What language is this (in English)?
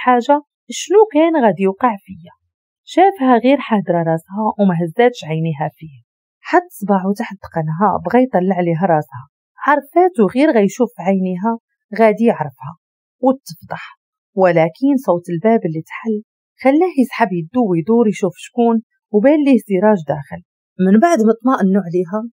Moroccan Arabic